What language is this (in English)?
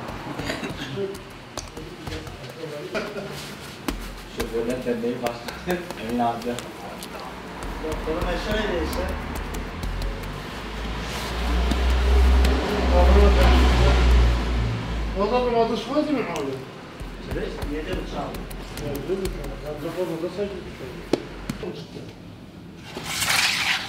Turkish